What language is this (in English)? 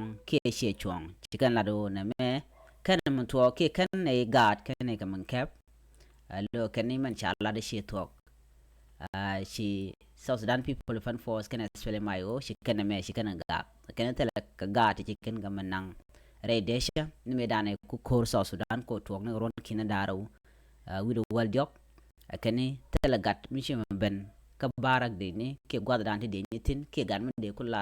Nuer